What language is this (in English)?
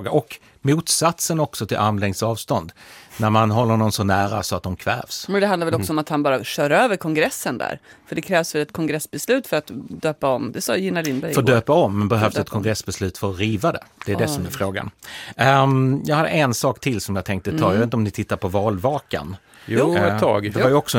Swedish